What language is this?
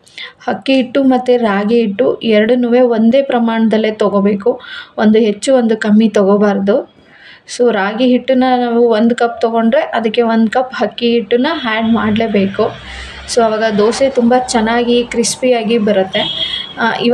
Kannada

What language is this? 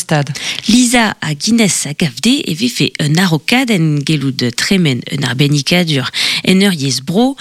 Breton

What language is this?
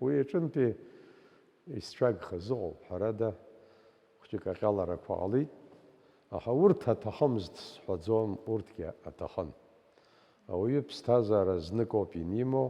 Abkhazian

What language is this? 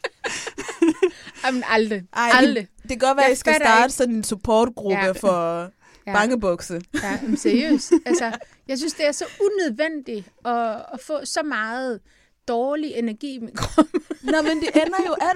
Danish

